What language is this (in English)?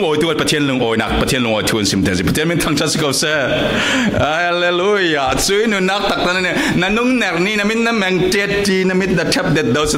Falam Chin